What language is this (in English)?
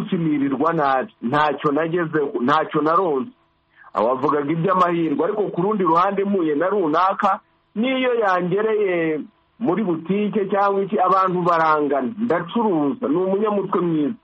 Kinyarwanda